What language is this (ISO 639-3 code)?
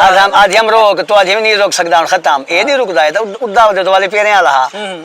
skr